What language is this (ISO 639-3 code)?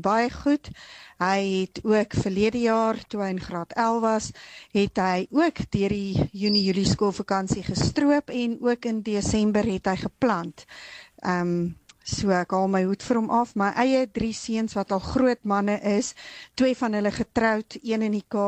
afr